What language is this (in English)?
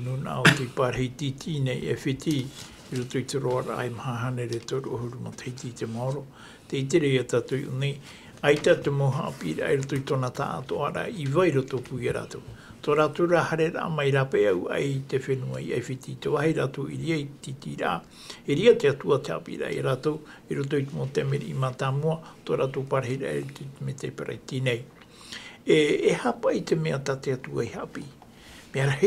Tahitian